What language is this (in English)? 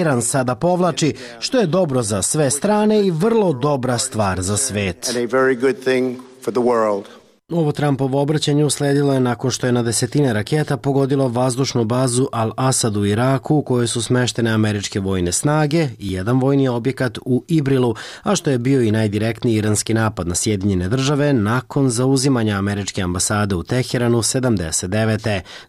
Serbian